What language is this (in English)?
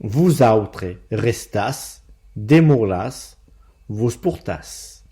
Occitan